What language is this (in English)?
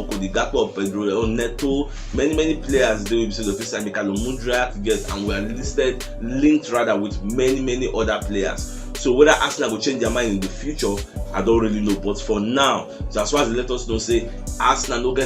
Nigerian Pidgin